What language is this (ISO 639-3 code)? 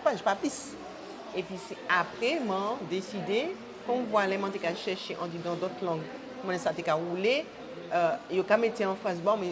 gcf